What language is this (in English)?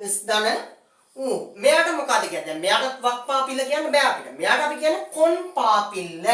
Sinhala